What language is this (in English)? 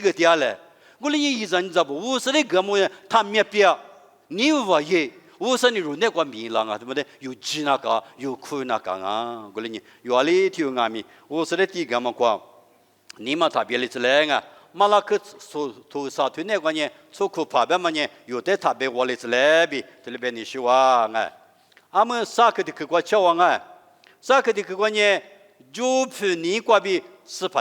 Lisu